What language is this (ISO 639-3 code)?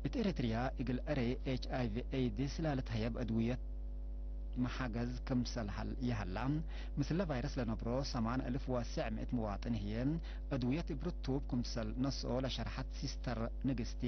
tig